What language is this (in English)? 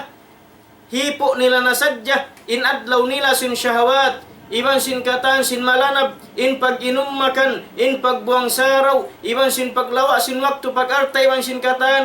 Tausug